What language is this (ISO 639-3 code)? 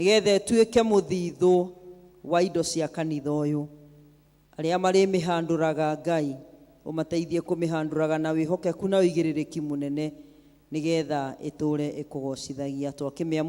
kik